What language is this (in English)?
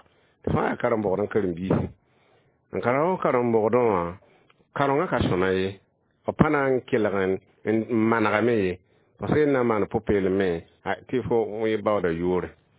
Mossi